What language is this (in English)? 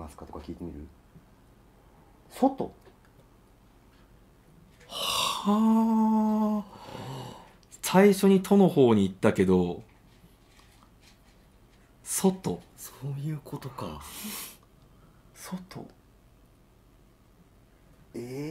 Japanese